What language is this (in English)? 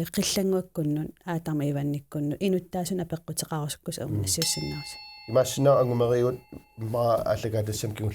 Kalaallisut